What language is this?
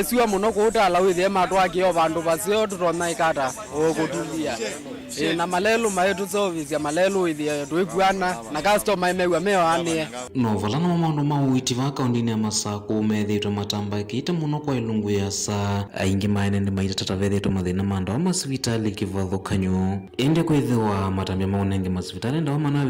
Kamba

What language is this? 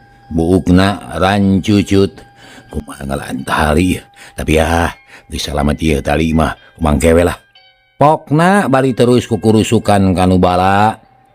Sundanese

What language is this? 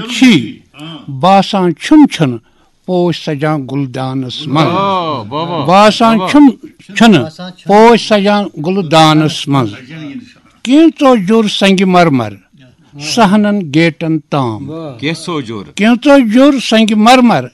Kashmiri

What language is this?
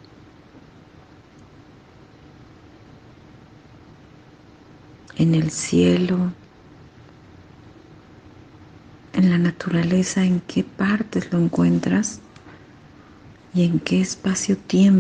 Spanish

